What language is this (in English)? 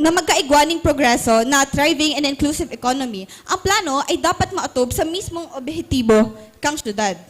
Bikol